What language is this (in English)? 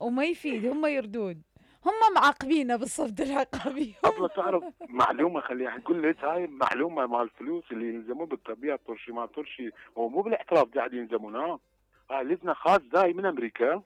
Mesopotamian Arabic